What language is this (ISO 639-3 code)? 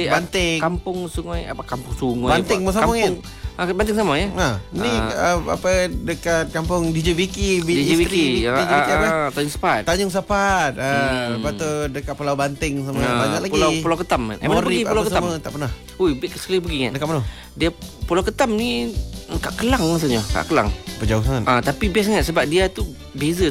msa